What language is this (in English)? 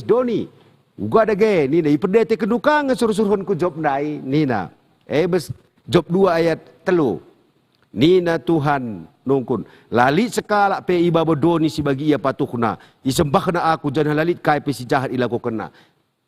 Batak Karo